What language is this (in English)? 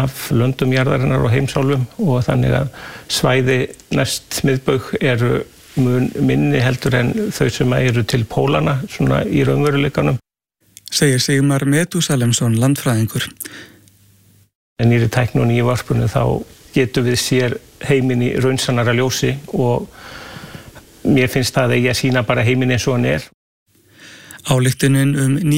Icelandic